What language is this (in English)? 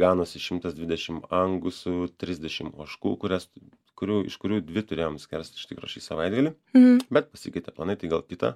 Lithuanian